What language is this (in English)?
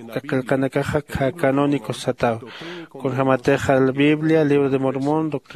Aymara